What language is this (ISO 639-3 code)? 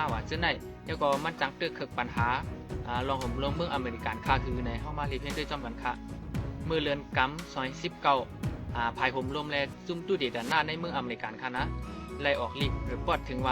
shn